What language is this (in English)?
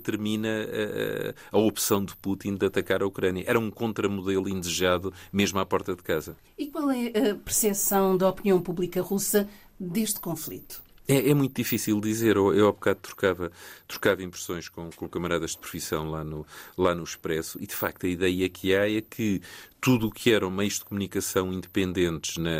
Portuguese